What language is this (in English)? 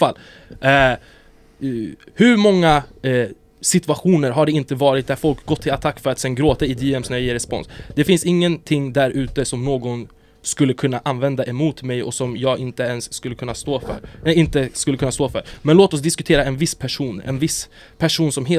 Swedish